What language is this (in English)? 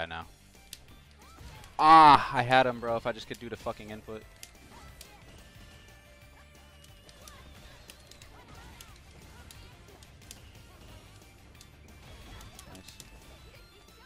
English